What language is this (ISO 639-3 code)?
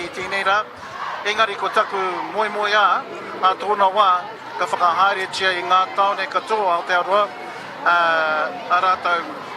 mri